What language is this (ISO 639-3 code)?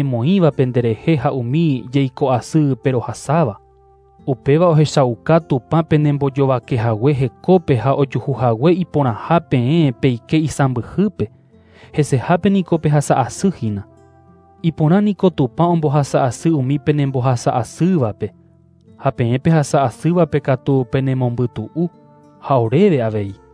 grn